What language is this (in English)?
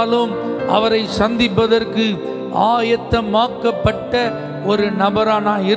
Tamil